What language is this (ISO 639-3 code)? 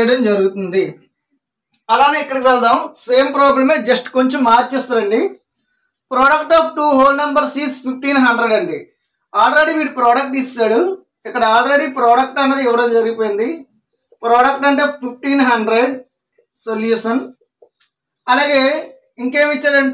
tel